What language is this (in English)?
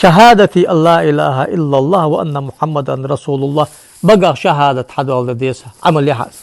Ingush